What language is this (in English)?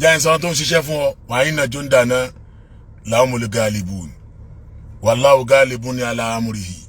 Yoruba